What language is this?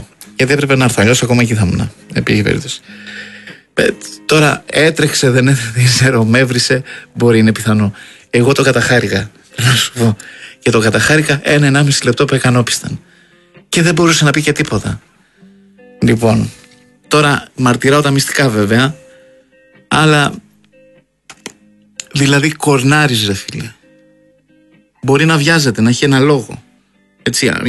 Greek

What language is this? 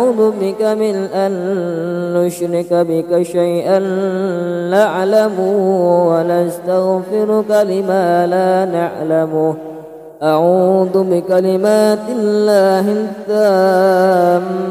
Arabic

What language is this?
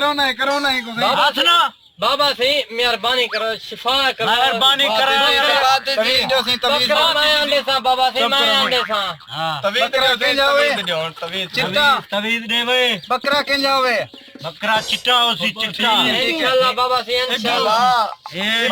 Saraiki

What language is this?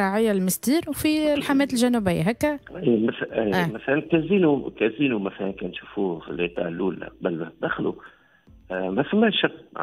Tunisian Arabic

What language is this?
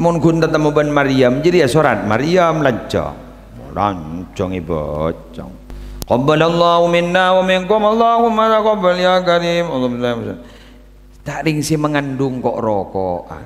Madurese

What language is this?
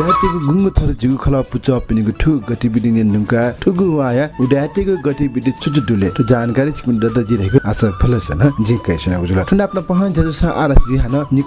Newari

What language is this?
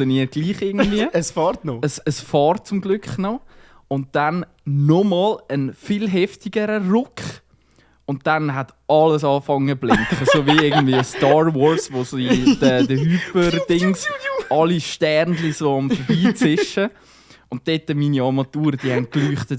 Swiss German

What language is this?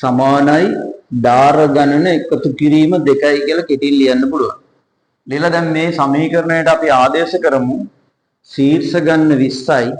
Sinhala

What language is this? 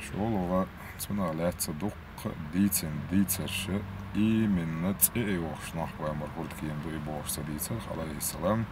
Chechen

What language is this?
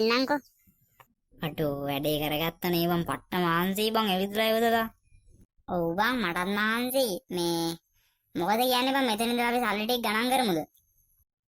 Sinhala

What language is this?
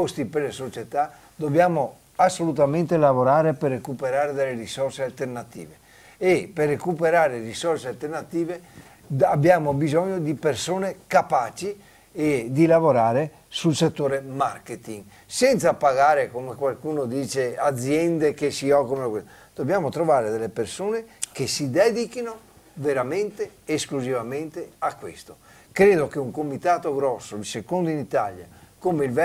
Italian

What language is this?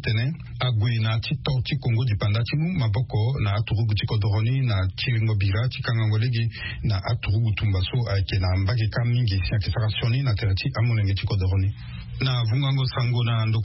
Sango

